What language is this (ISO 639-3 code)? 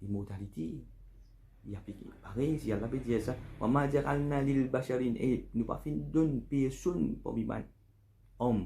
mfe